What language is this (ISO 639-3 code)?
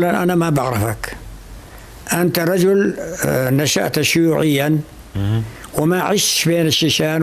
apc